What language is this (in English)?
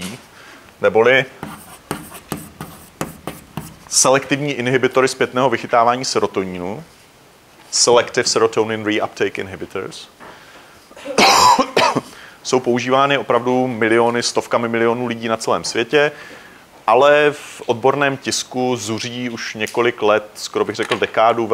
Czech